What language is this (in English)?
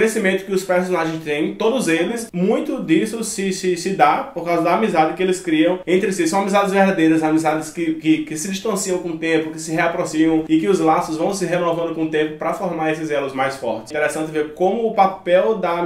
Portuguese